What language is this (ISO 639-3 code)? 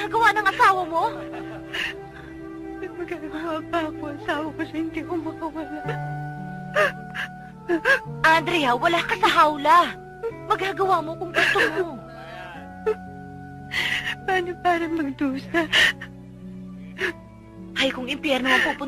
fil